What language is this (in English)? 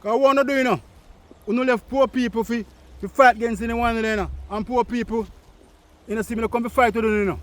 Jamaican Creole English